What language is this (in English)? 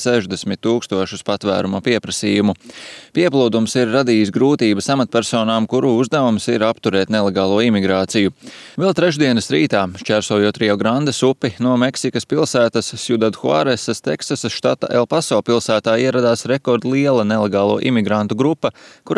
Latvian